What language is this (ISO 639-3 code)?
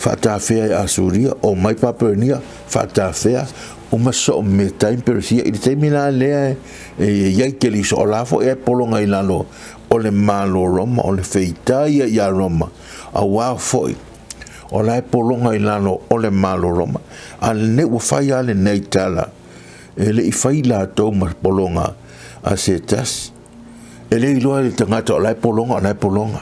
smo